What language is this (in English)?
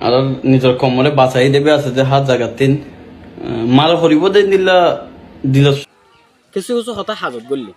Rohingya